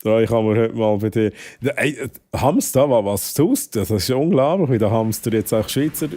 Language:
Swiss German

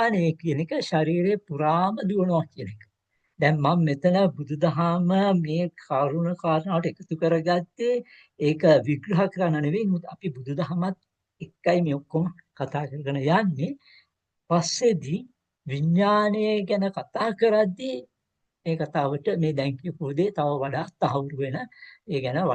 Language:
Sinhala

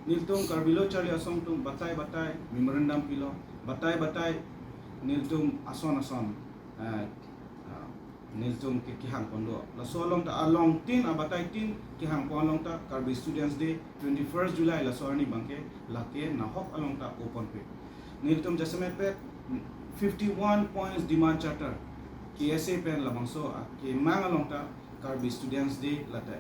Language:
Karbi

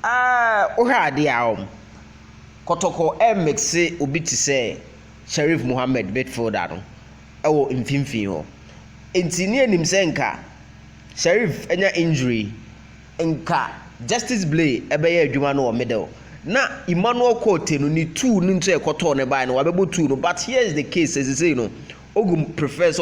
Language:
Akan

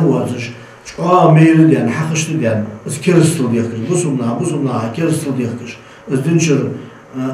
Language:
Ingush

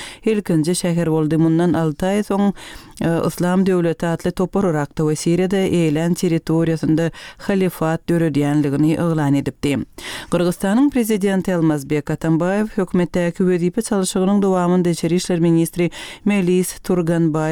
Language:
Turkmen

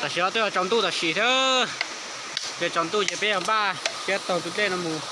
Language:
Hmong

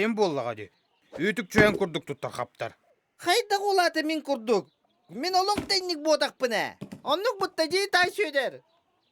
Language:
Yakut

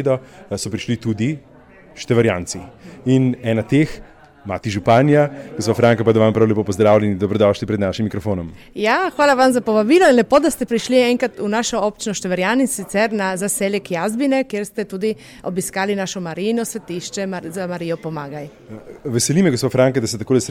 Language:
Slovenian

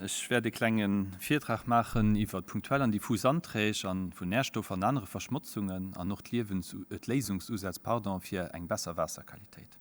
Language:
Luxembourgish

